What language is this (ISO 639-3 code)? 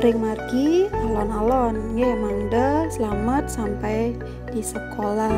ban